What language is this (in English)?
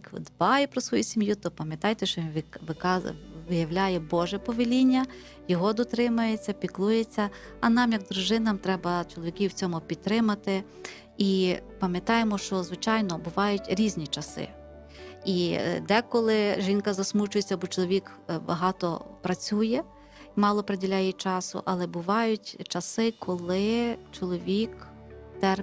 Ukrainian